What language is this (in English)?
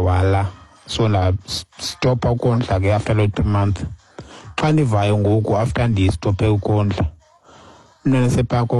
Xhosa